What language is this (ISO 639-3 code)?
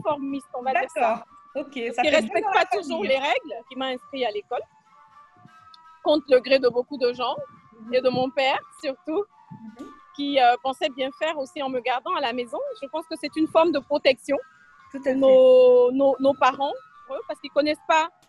fra